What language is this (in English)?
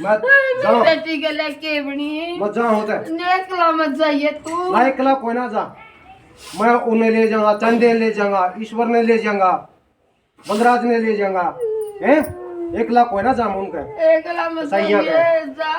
Haryanvi